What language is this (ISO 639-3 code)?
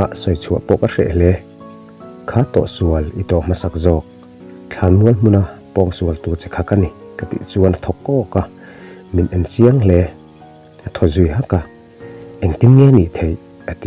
lus